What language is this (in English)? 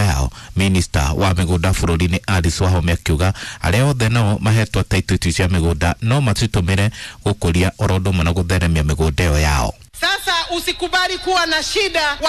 Kikuyu